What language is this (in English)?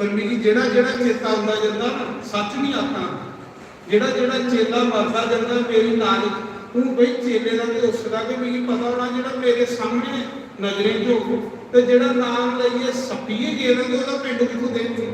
Dogri